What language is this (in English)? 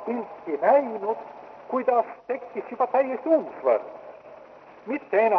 Estonian